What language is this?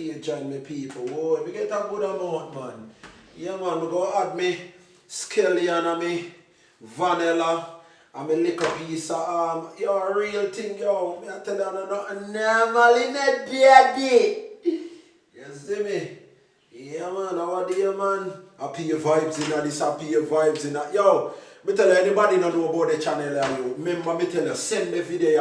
Jamaican Creole English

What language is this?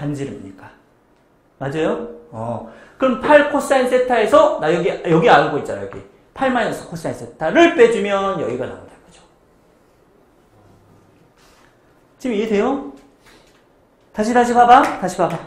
Korean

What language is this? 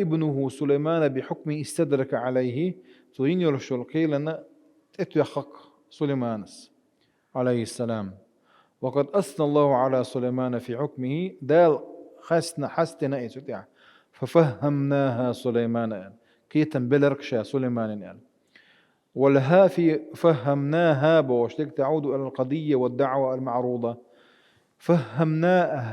Chechen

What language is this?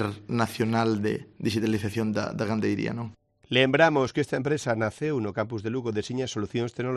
Galician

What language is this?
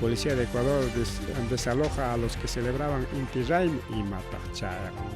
Ayacucho Quechua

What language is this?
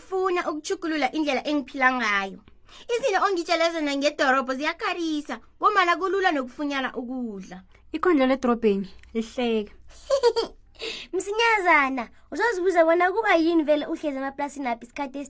South Ndebele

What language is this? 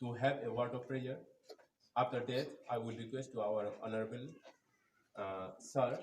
Kok Borok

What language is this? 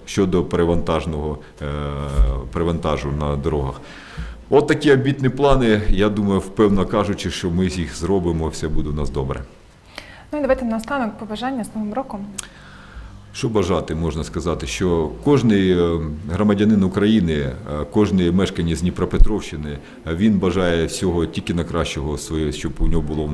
Ukrainian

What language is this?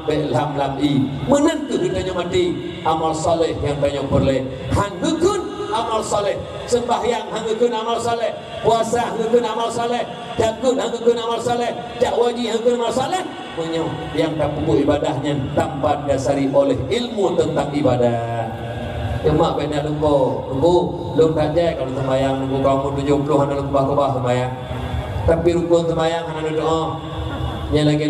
Achinese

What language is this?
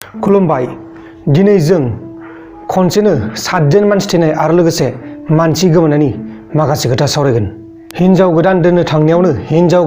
Bodo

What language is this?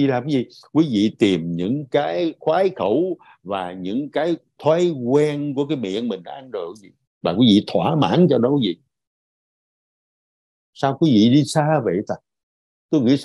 Vietnamese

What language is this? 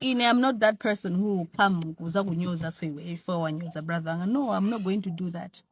Nyanja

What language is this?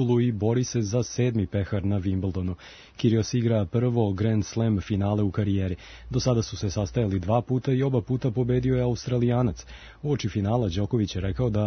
Serbian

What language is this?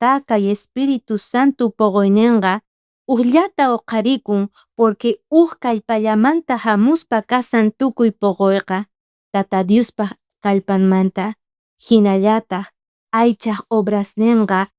South Bolivian Quechua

